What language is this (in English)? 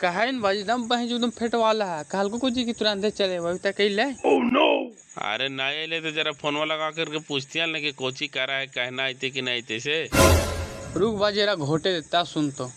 Magahi